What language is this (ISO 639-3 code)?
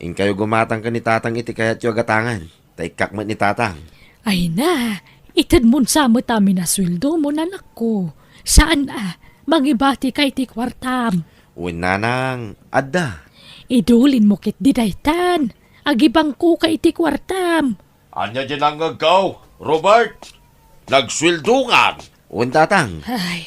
ilo